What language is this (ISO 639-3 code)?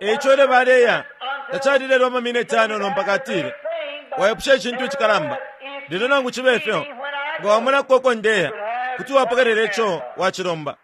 bem